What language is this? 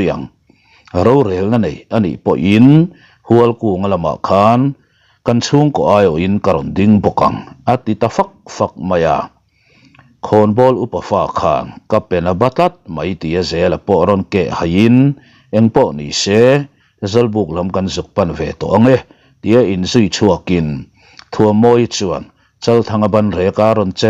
Mizo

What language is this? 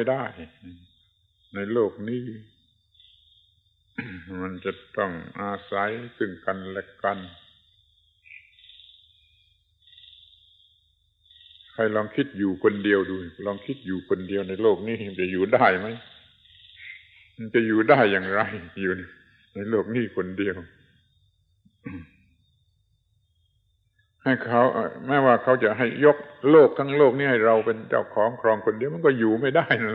Thai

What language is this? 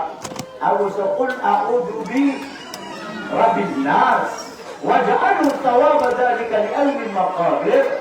Maranao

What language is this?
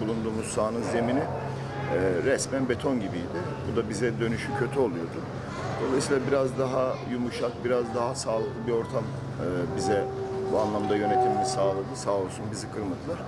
Turkish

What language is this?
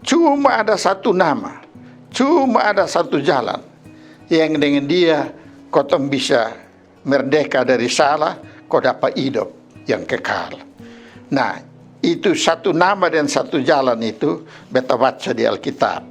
Kupang Malay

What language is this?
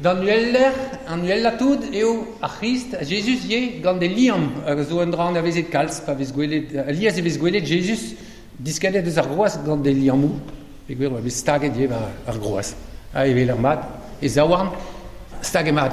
Breton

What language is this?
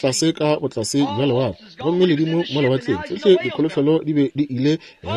Northern Sotho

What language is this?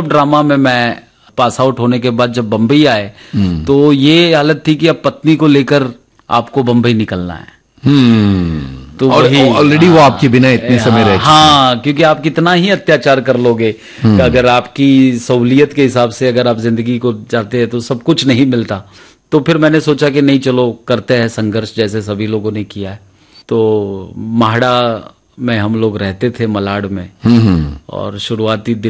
Hindi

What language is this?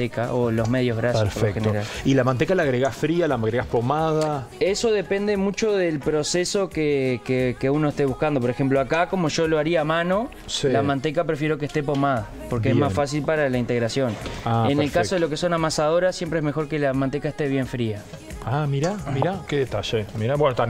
Spanish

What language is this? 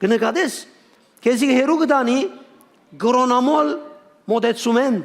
Western Armenian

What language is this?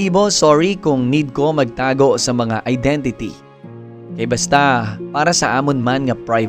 Hiligaynon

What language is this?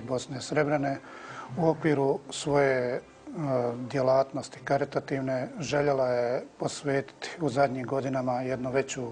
Bosnian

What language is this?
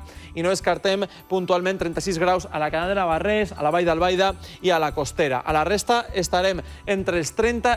Catalan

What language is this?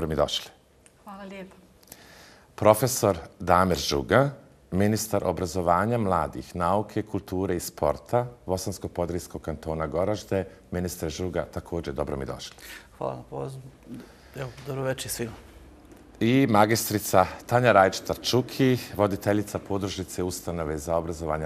Bosnian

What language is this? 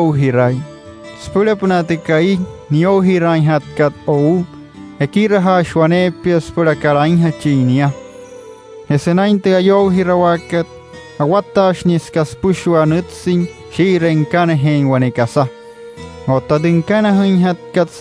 Wayuu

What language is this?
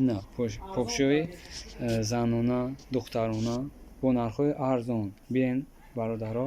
Tajik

